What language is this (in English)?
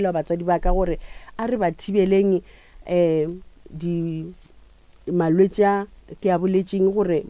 Northern Sotho